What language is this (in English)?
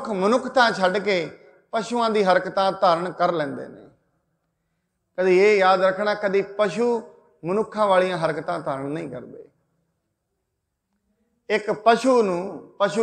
Punjabi